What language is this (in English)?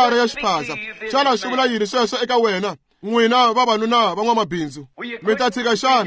Tsonga